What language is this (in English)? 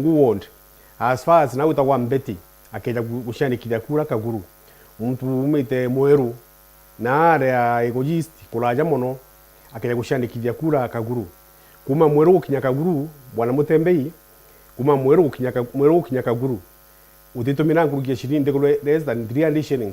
Meru